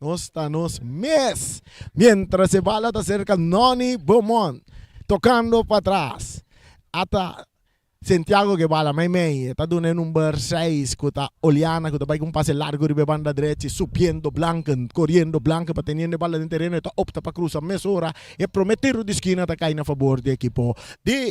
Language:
Papiamento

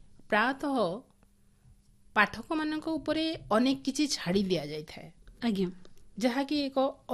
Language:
Odia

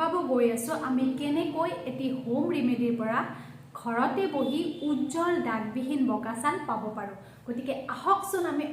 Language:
Assamese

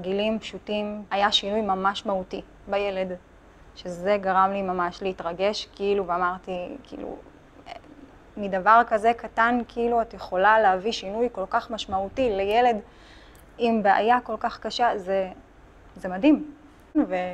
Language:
Hebrew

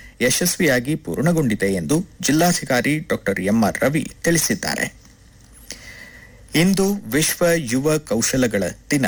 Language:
Kannada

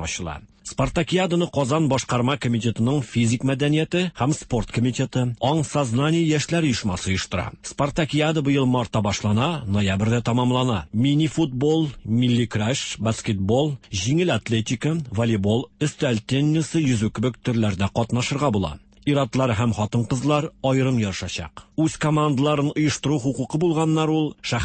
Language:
Tatar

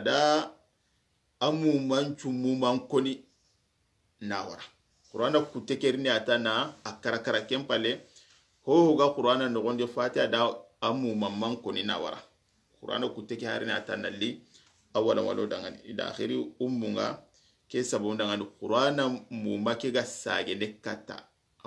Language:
Soninke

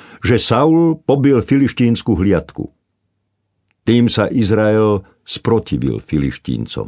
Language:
Slovak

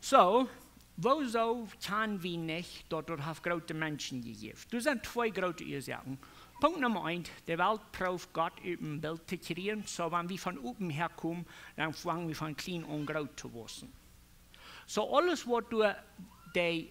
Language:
Plautdietsch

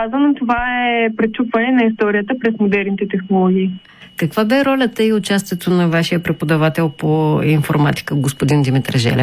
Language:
Bulgarian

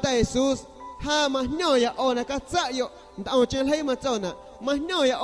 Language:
San Pedro Amuzgos Amuzgo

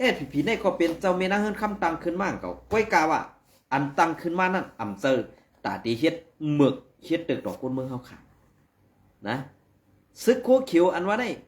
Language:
Shan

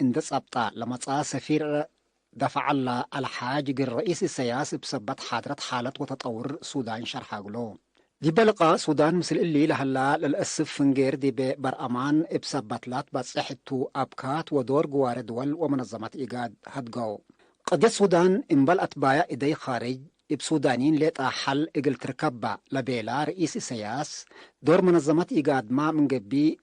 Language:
Tigre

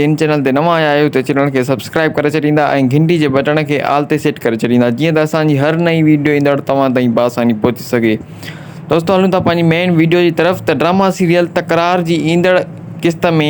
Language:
Sindhi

